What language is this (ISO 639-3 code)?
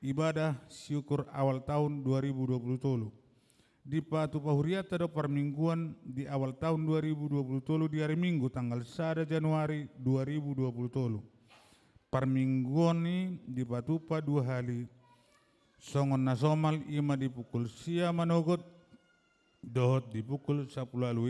bbc